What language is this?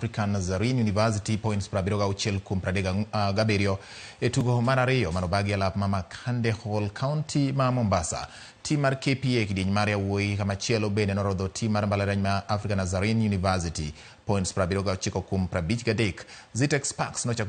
Luo (Kenya and Tanzania)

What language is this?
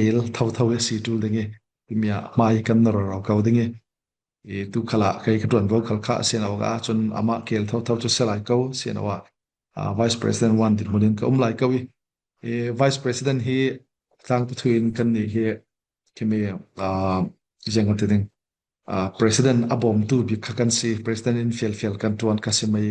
Falam Chin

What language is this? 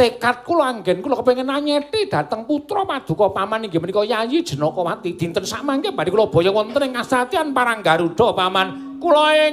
Javanese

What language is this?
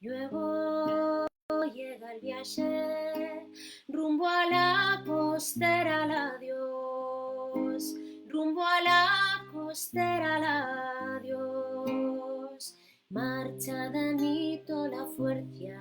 Asturian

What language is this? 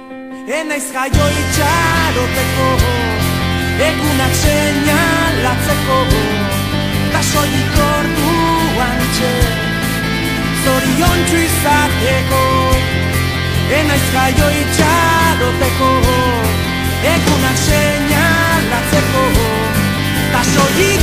Basque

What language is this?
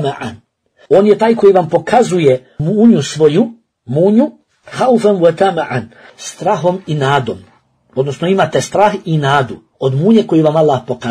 Bosnian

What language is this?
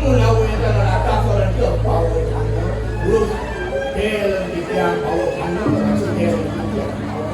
Balinese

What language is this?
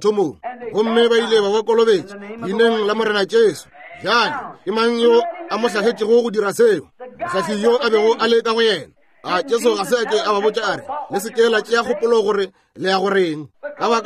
Northern Sotho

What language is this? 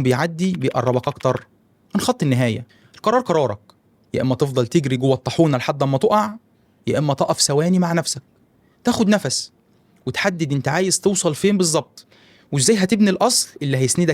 Egyptian Arabic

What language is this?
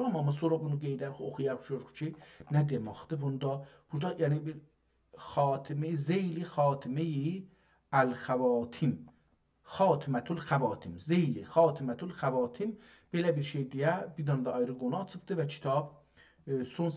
South Azerbaijani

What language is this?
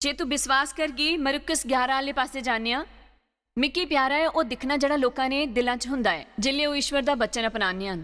Dogri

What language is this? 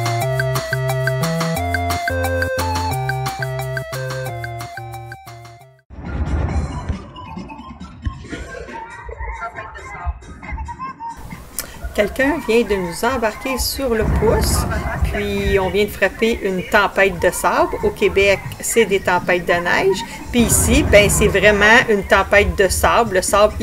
French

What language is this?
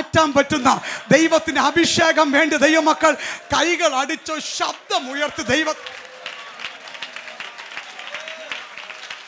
Malayalam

